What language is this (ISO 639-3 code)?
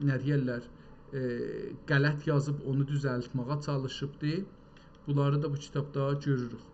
azb